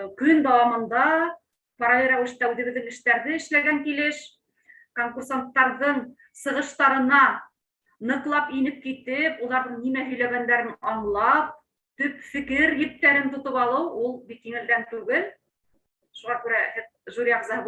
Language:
Bashkir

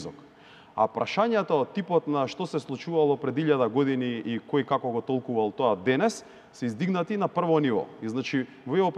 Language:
Macedonian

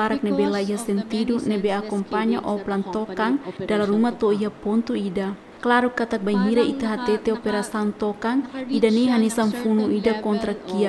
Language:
Tetum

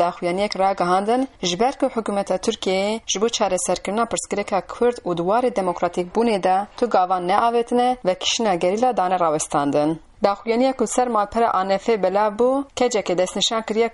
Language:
Kurdish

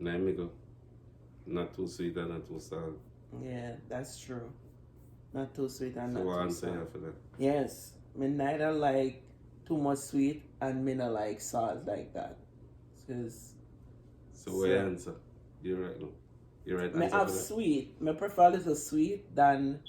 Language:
Jamaican Creole English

